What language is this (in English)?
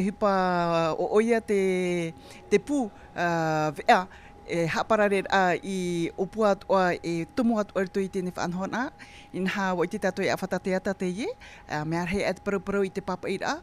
Tahitian